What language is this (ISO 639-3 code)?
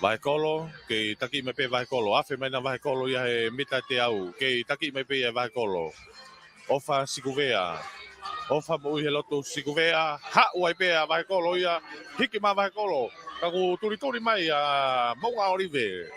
ton